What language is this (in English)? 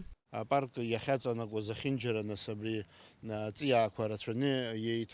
Abkhazian